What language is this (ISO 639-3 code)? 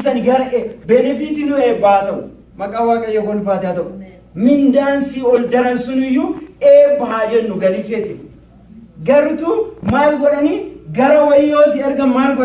orm